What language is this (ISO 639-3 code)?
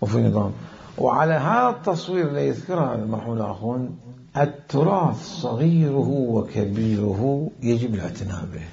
acm